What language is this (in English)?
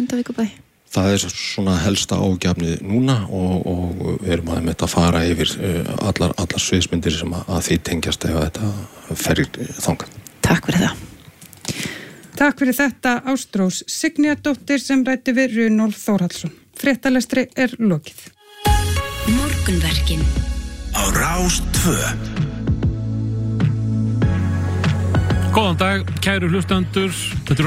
Icelandic